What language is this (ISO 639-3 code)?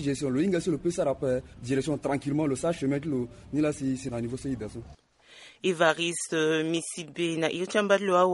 sag